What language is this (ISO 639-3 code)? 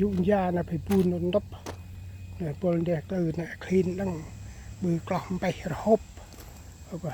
cmo